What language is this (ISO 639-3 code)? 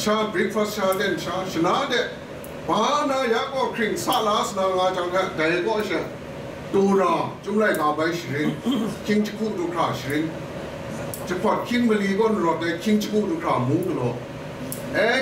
kac